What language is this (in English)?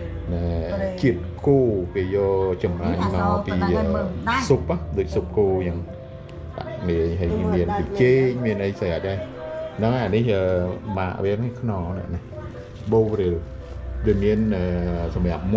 Khmer